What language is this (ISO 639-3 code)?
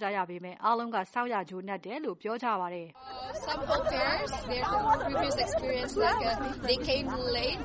mya